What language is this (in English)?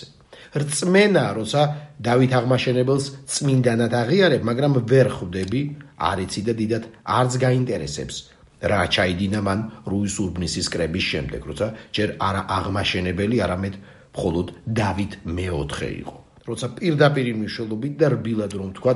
Georgian